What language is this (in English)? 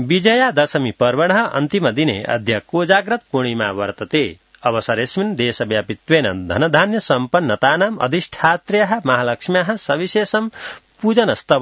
Sanskrit